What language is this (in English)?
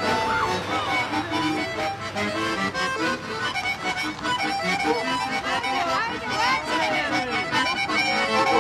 Croatian